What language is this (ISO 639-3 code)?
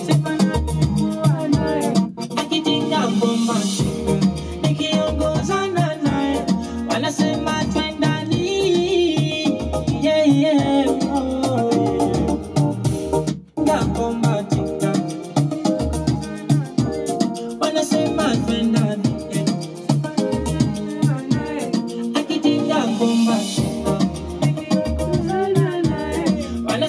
swa